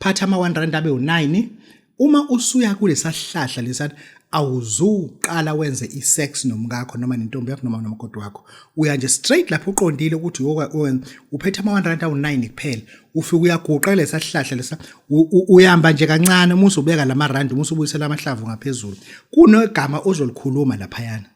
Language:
Zulu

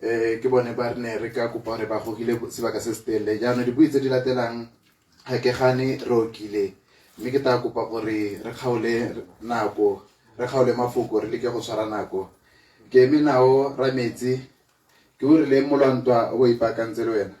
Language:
Tswana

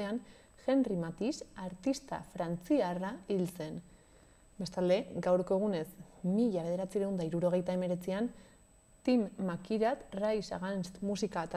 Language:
Basque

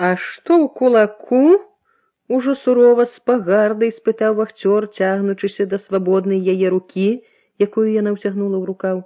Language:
Belarusian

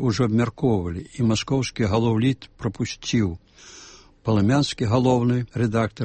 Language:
Belarusian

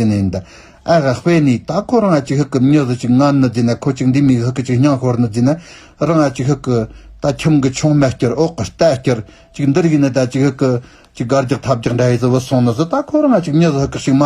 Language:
Tibetan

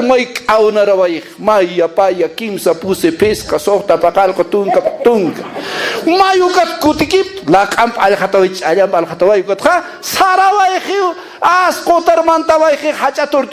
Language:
Aymara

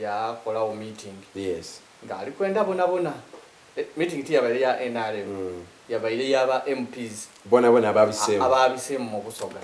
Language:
Soga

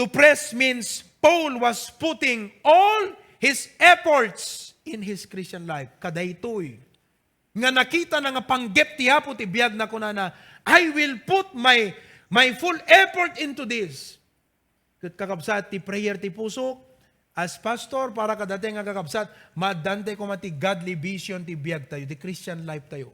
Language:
Iloko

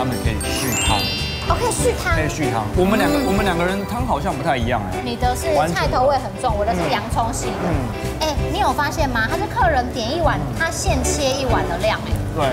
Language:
Chinese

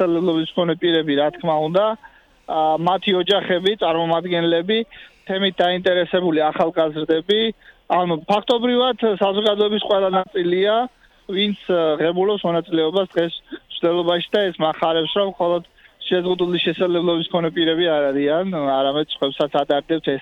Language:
Georgian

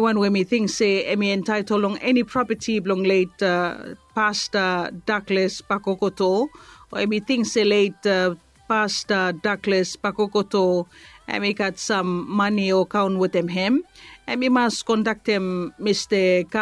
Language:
Bislama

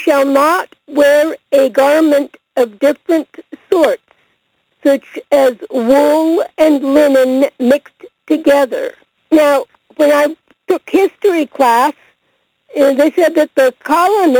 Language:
English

